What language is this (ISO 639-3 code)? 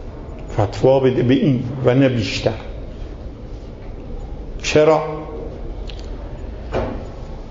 fas